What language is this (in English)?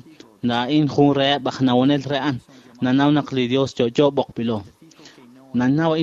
Kekchí